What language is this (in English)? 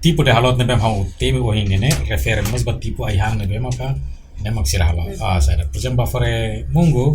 Tetum